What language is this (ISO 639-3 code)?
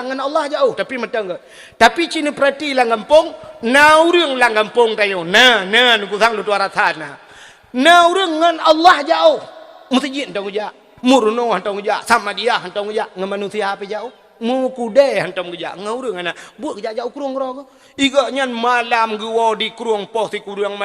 ace